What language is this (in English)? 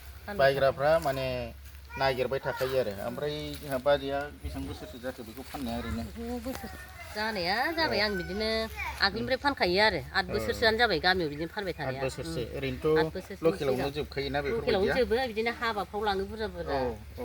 Bodo